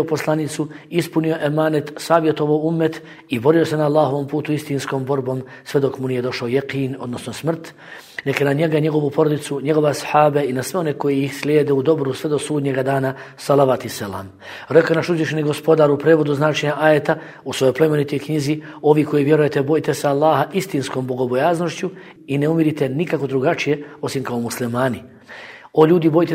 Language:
Bosnian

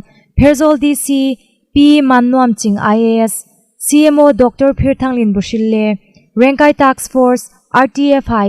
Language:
Hmar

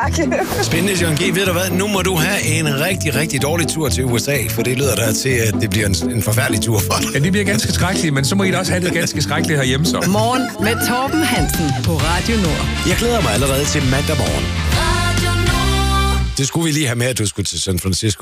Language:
Danish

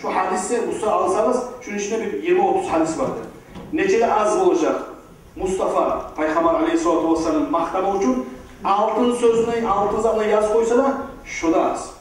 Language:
Kumyk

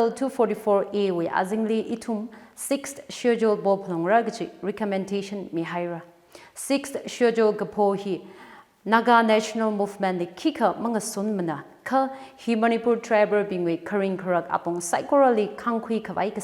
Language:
Tangkhul Naga (India)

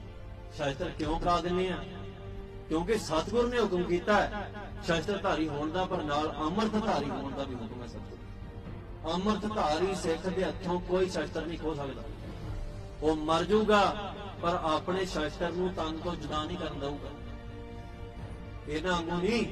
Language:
Punjabi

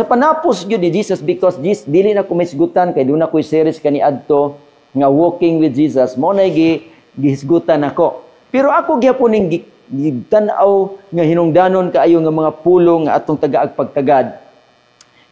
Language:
Cebuano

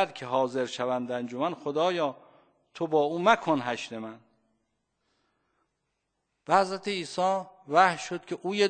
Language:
Persian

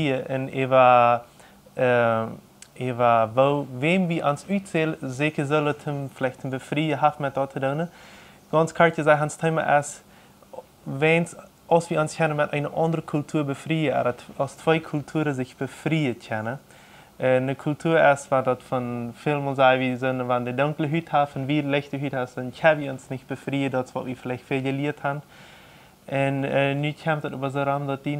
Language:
Plautdietsch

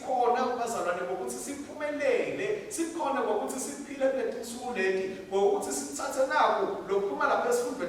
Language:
Swati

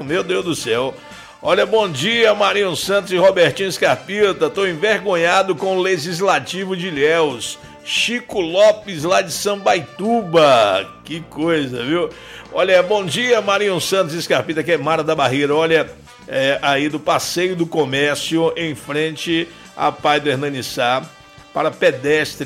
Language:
Portuguese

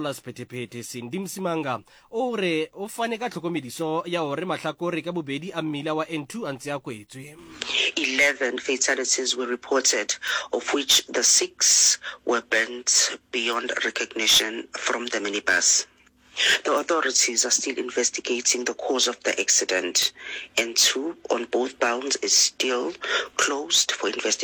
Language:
Southern Sotho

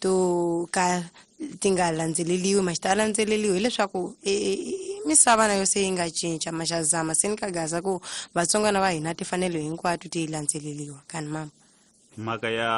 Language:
Tsonga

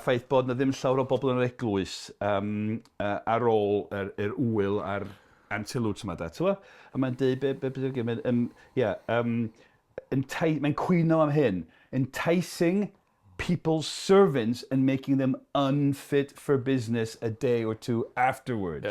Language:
Welsh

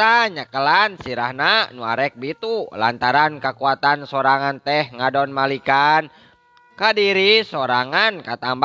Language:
Sundanese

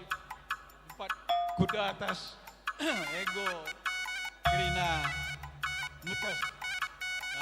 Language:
Batak Karo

